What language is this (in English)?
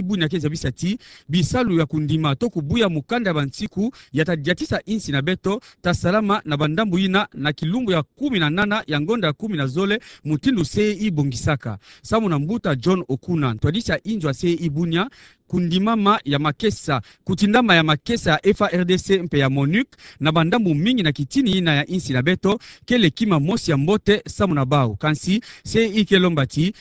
Kituba (Democratic Republic of Congo)